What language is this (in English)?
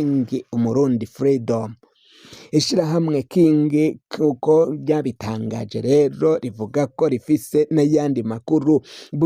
Rundi